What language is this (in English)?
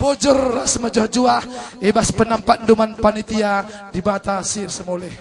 Batak Karo